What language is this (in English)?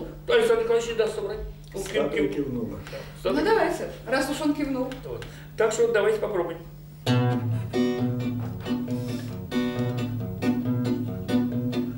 Russian